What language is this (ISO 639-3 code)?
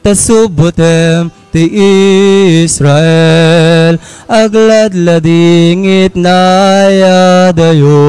ilo